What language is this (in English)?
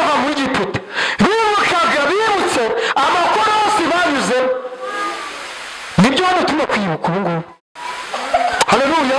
Kinyarwanda